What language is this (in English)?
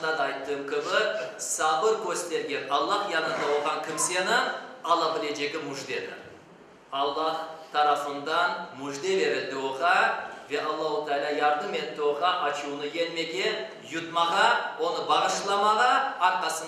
Crimean Tatar